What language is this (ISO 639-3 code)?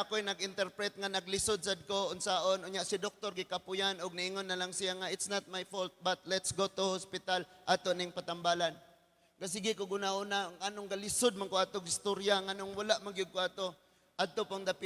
ceb